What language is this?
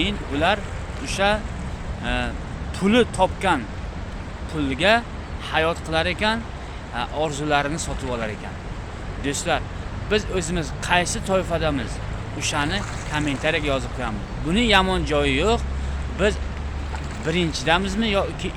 Uzbek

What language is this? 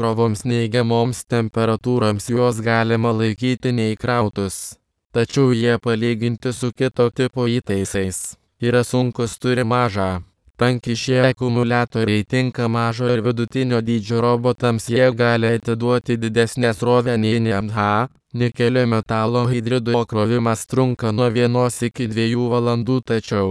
Lithuanian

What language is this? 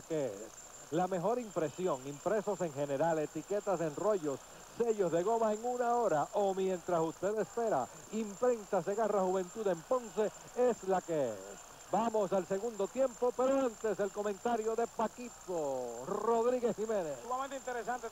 Spanish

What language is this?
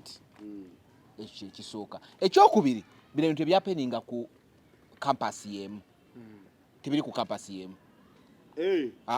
Ganda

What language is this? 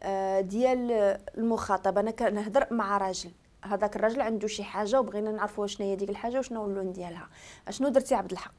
Moroccan Arabic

